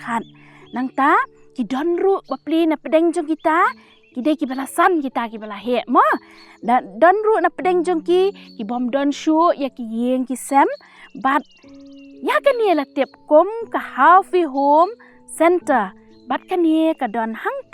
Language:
Khasi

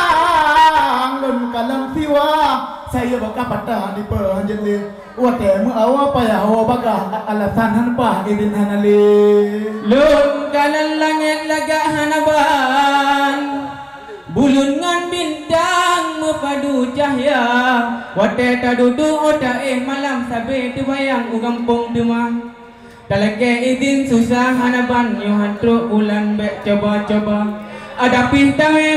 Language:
Achinese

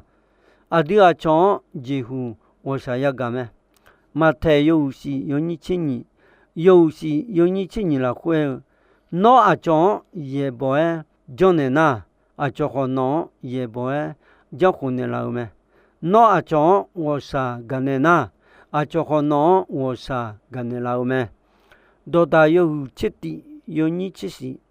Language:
Akha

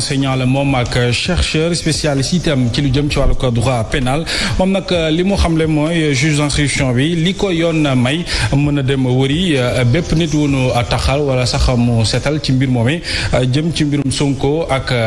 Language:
Wolof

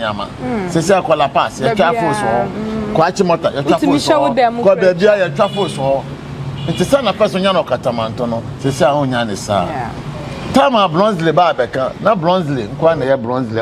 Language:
Akan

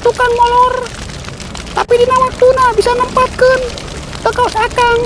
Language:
Sundanese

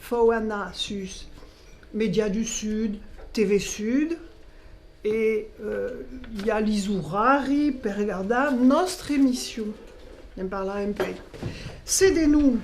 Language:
Occitan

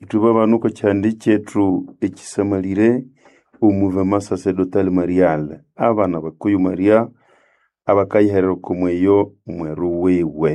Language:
Nande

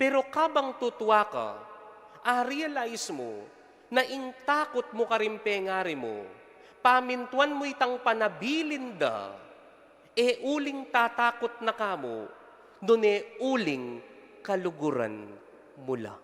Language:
Pampanga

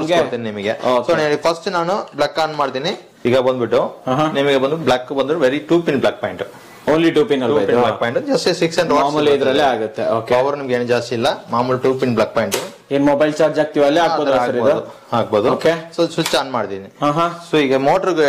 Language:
Kannada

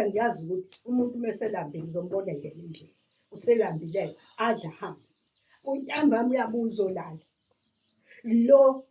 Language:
Zulu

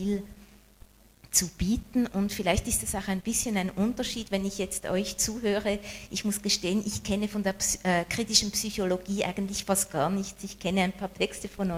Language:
German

